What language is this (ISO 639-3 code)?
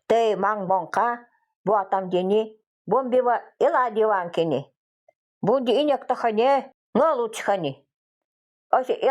gld